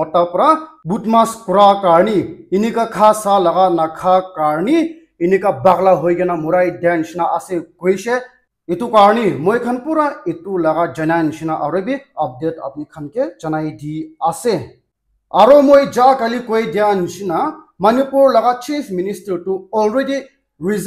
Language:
Naga Pidgin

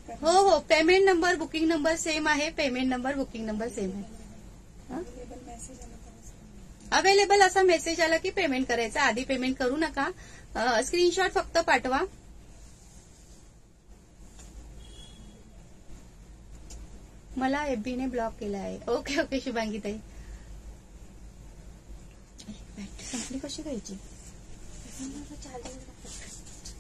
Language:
Marathi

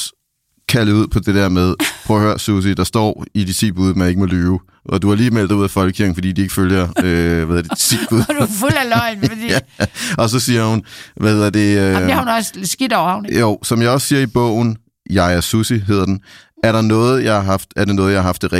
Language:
Danish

